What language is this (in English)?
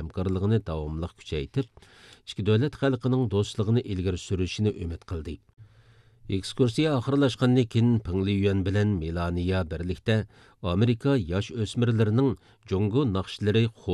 Uyghur